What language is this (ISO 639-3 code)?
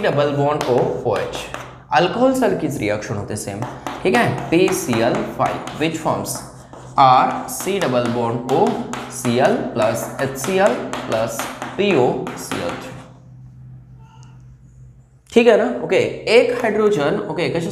mar